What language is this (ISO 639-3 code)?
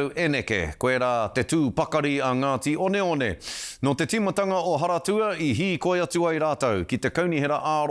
mri